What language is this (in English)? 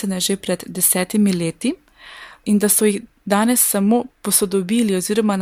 Slovenian